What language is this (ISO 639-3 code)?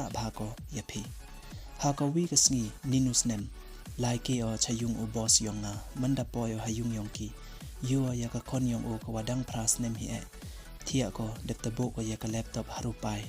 pbv